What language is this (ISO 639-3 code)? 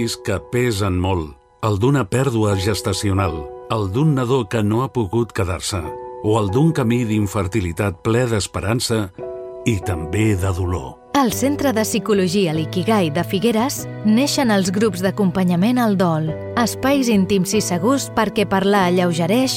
cat